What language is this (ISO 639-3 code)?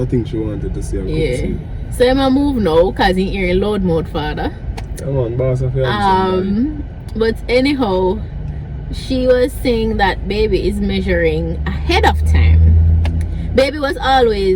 jam